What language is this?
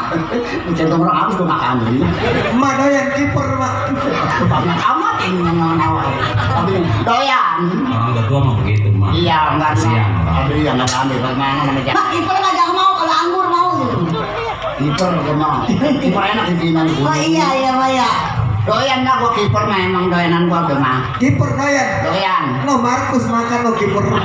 Betawi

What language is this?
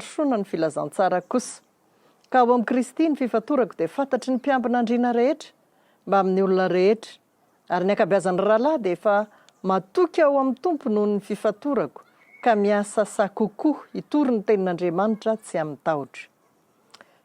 Malagasy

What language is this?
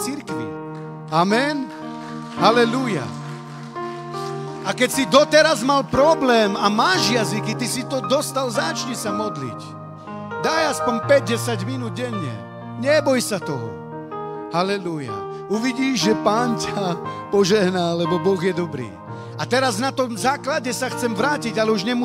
Slovak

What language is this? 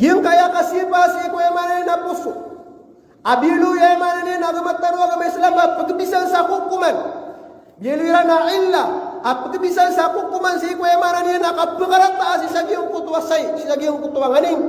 Maranao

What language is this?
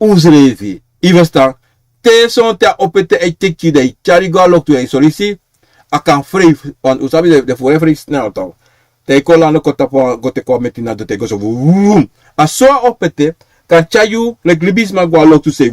Sranan Tongo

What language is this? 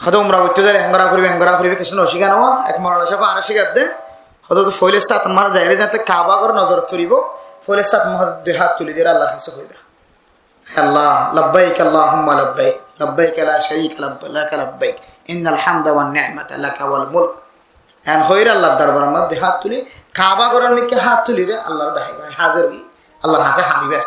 Rohingya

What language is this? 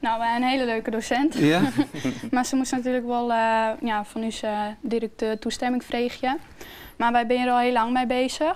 Western Frisian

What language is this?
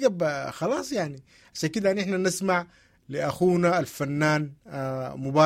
Sudanese Arabic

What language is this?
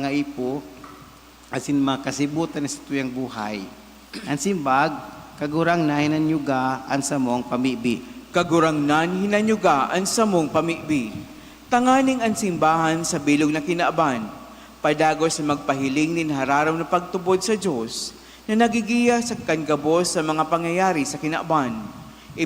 Bikol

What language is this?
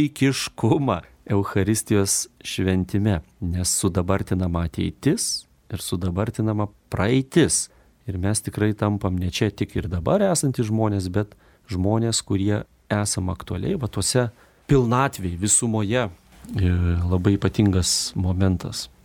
Lithuanian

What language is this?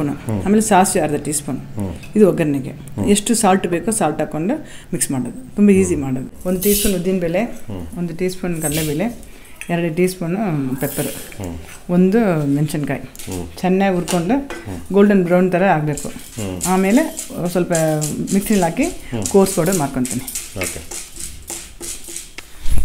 Kannada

